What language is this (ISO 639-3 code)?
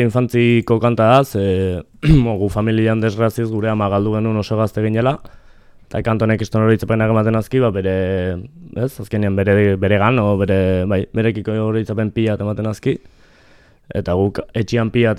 eus